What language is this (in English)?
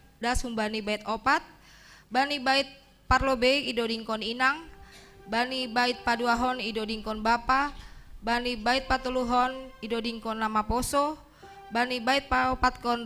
Batak Simalungun